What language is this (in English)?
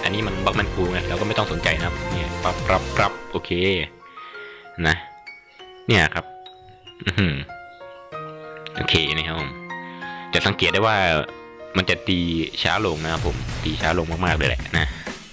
Thai